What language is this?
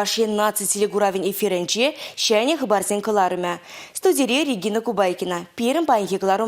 Chuvash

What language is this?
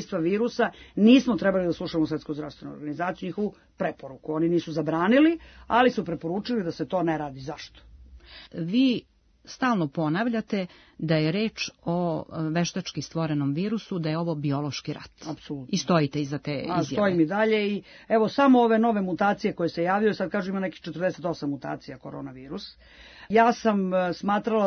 Serbian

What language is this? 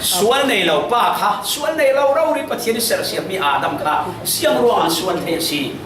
Falam Chin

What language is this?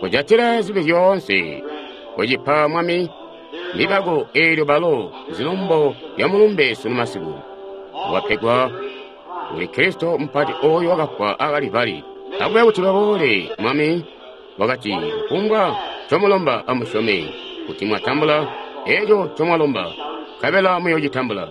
Tonga (Zambia)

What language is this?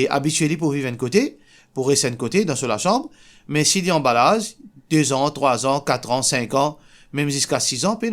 Morisyen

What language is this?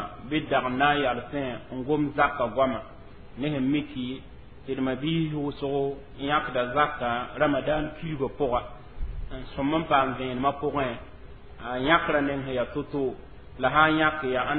Mossi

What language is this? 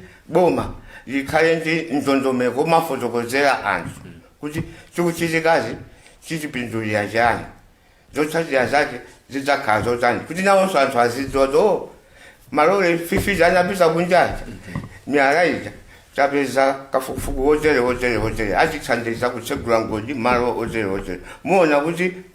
Nyanja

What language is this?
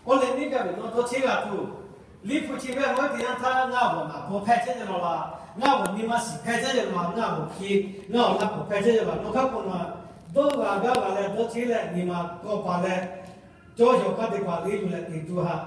Lahu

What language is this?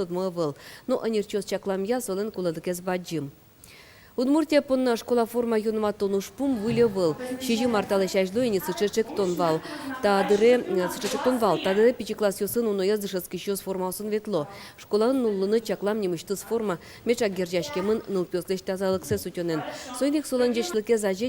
Udmurt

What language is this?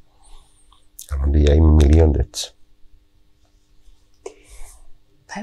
Serbian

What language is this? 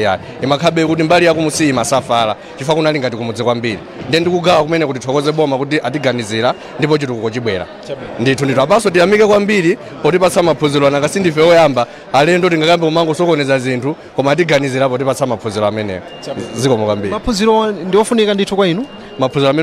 Nyanja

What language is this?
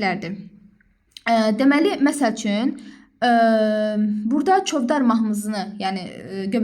Azerbaijani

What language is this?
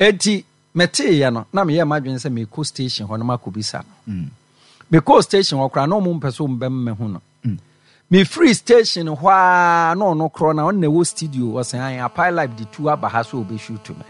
Akan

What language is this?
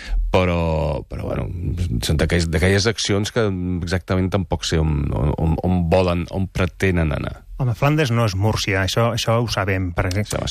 Catalan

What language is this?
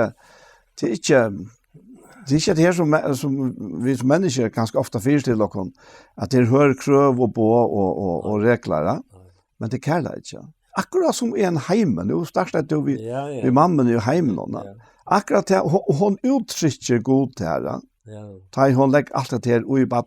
Faroese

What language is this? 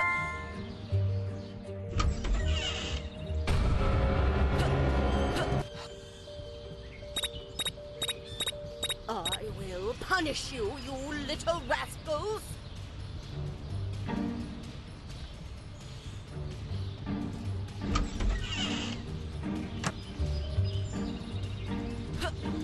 English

